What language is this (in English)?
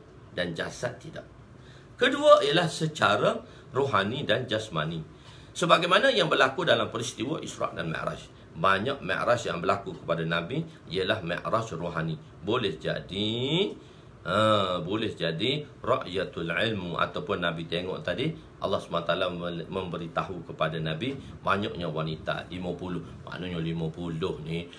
Malay